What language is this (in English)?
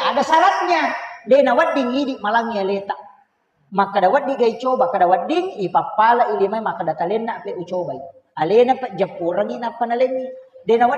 Buginese